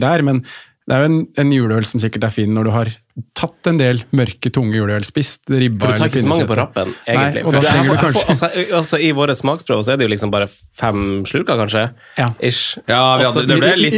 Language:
Norwegian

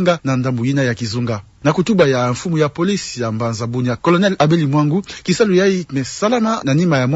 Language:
Kituba (Democratic Republic of Congo)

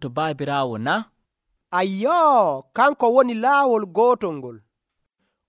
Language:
Nigerian Fulfulde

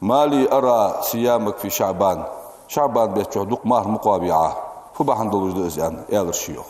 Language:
Ingush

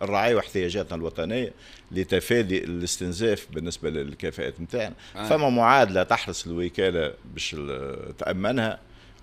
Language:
Tunisian Arabic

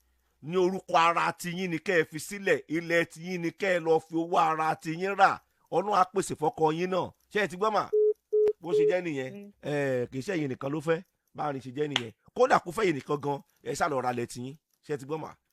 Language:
Yoruba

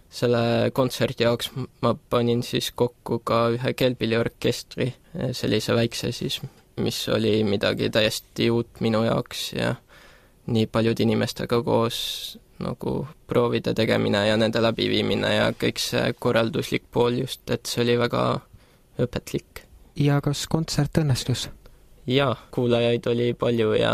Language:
Estonian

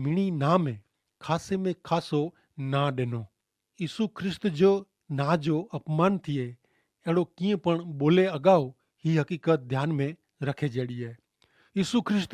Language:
Kachhi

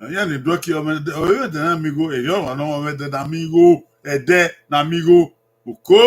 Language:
Bini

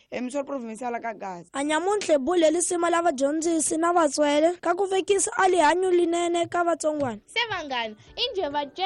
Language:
Tsonga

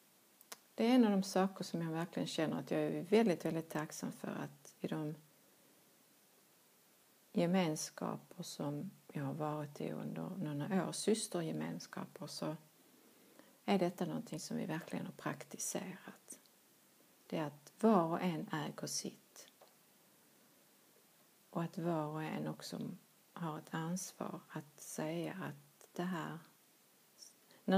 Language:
Swedish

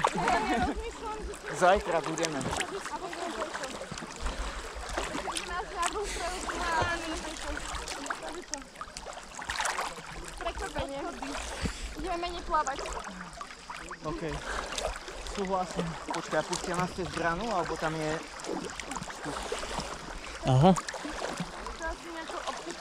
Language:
Slovak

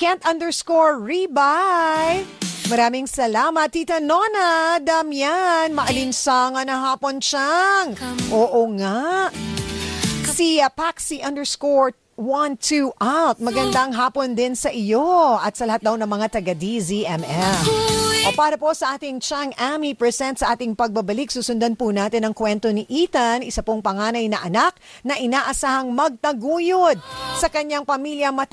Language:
Filipino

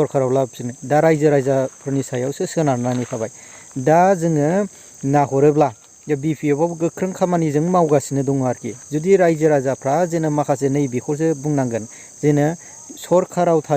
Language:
Bodo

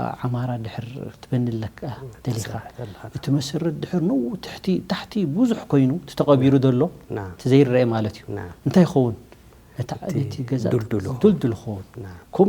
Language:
Tigrinya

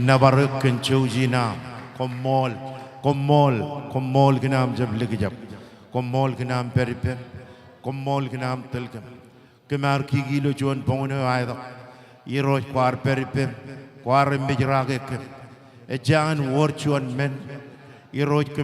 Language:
Marshallese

